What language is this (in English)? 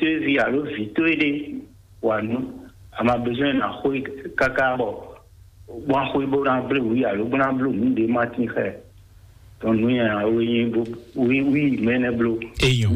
Fon